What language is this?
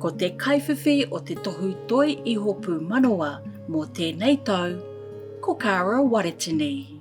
Māori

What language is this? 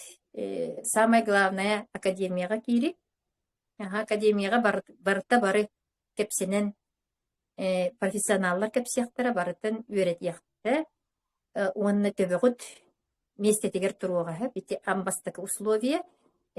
Yakut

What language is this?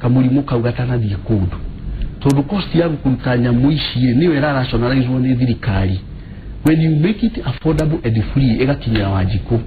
Kikuyu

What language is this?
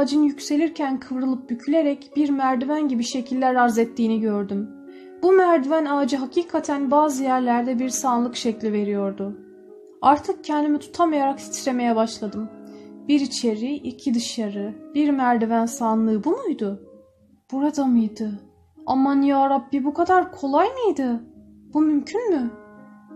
Turkish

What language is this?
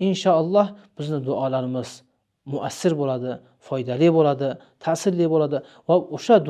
Uzbek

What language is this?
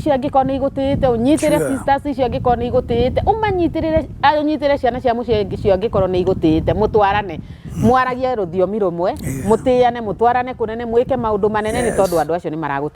Kikuyu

